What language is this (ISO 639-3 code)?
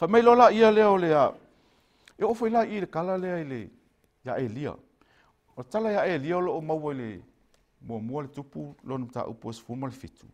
smo